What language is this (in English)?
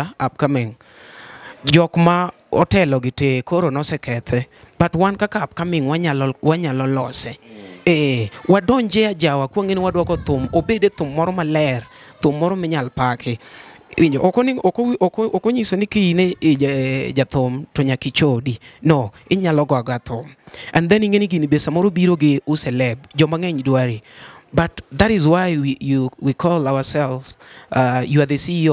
Luo (Kenya and Tanzania)